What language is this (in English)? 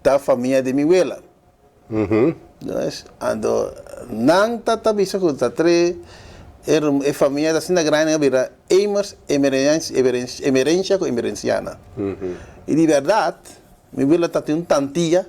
Papiamento